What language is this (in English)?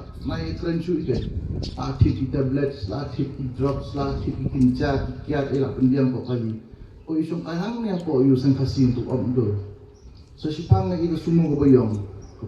Khasi